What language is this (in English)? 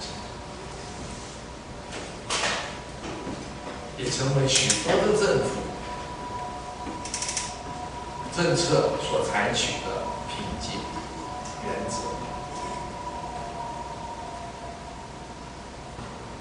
Chinese